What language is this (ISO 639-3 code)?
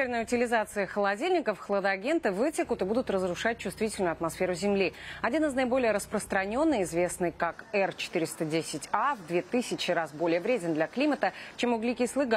rus